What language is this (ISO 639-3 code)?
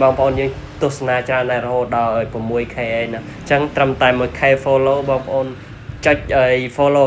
khm